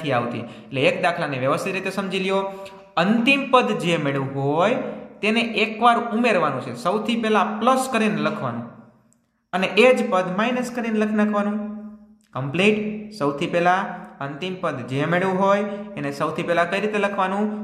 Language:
Gujarati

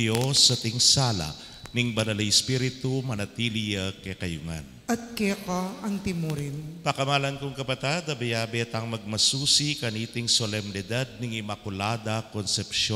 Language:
Pampanga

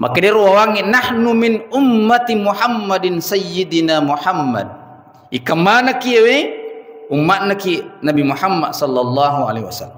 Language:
Buginese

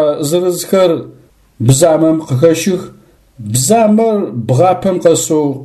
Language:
Adyghe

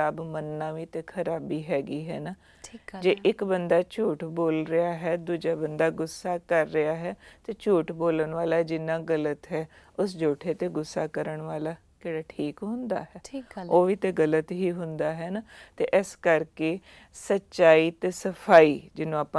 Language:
Punjabi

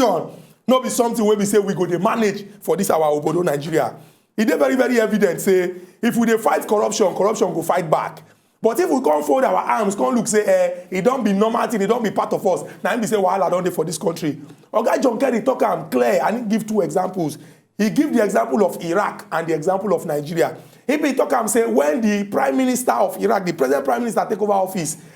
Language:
Nigerian Pidgin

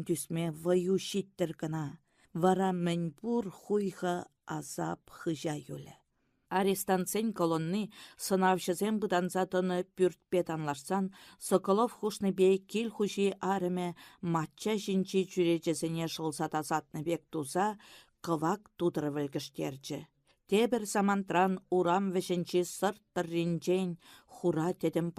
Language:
Chuvash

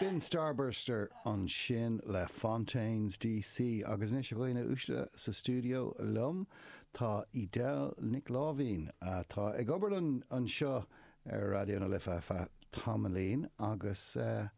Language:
Irish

